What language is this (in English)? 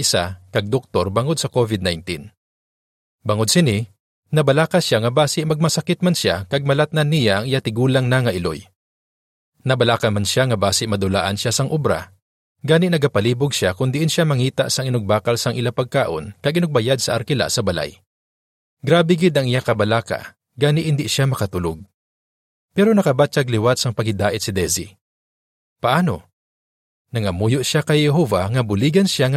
Hiligaynon